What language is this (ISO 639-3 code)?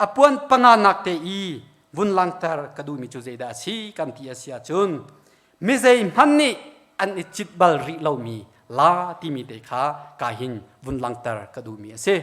cnh